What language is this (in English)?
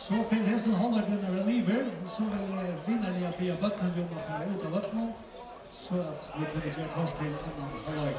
Faroese